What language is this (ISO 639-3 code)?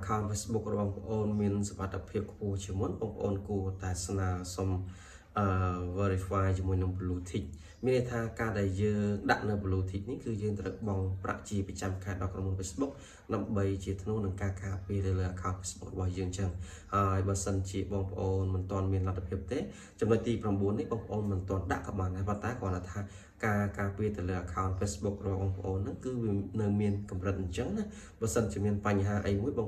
khm